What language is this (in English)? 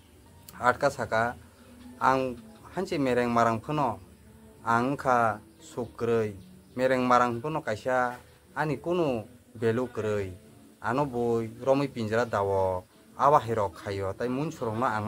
Kok Borok